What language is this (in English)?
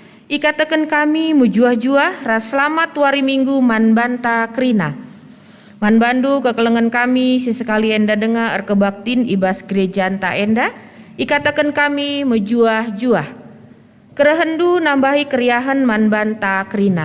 Batak Karo